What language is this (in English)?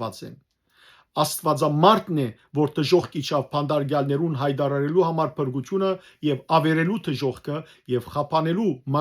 Western Armenian